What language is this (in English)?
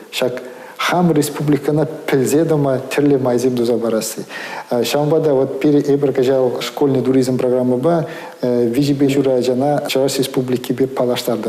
Chuvash